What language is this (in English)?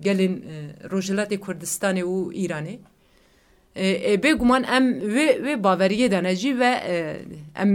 Kurdish